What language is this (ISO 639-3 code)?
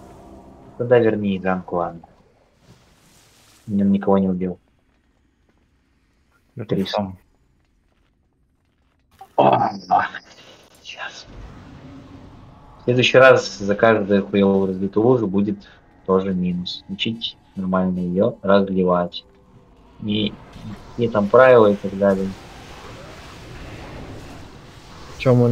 rus